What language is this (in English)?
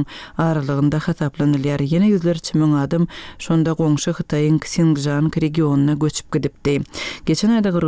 Turkmen